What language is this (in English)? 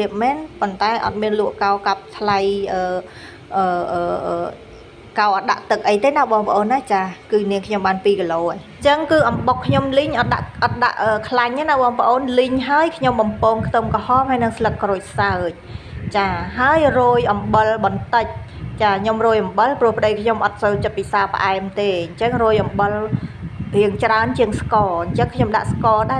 Khmer